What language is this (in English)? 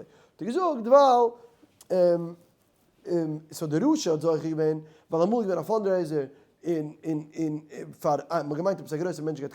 Yiddish